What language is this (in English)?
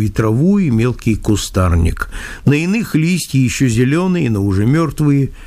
Russian